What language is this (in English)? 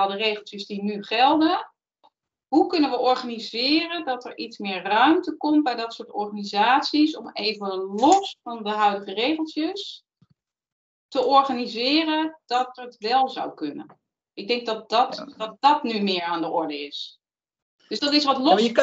Dutch